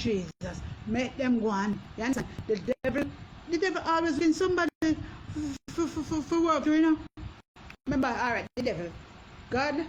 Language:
Jamaican Creole English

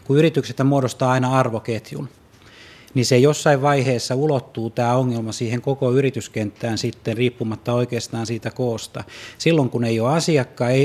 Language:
Finnish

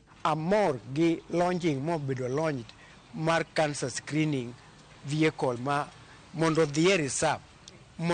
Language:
Luo (Kenya and Tanzania)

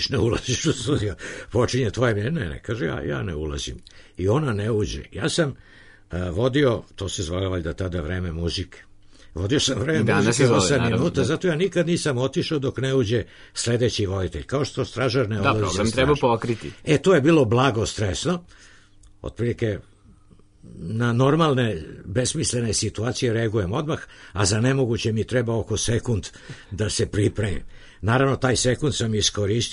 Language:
Serbian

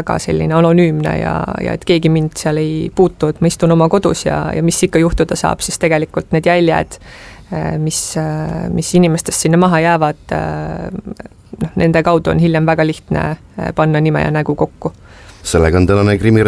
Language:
Estonian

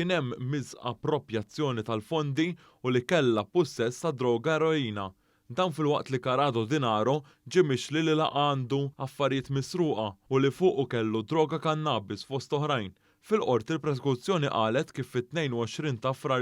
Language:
Maltese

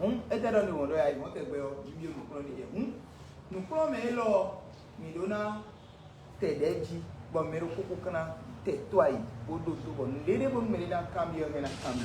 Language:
Fon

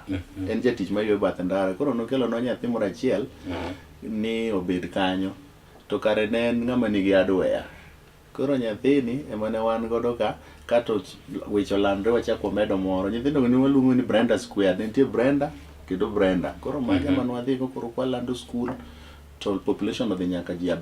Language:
Luo (Kenya and Tanzania)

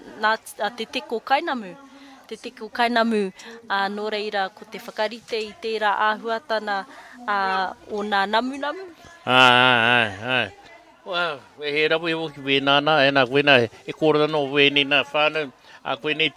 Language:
Māori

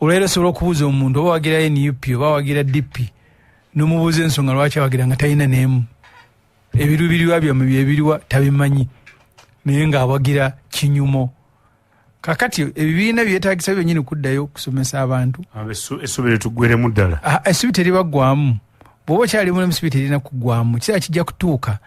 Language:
Ganda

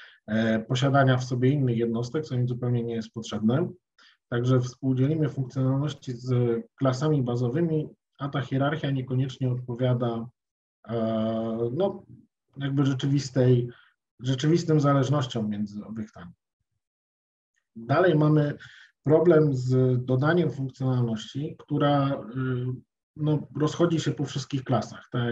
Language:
Polish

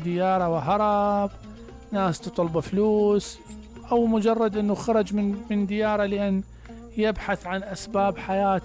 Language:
Mesopotamian Arabic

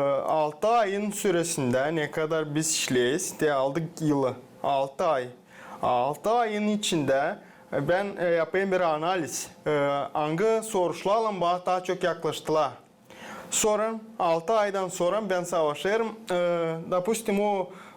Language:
Gagauz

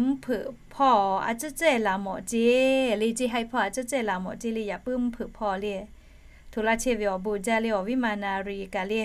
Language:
Lahu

